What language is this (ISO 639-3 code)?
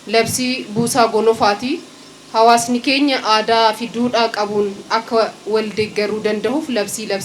orm